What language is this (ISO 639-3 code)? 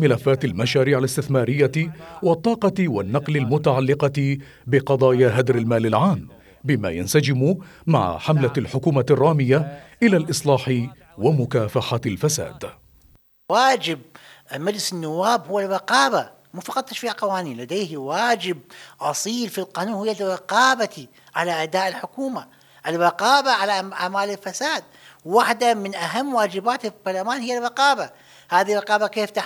ara